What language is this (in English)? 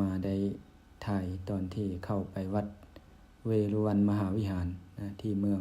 Lao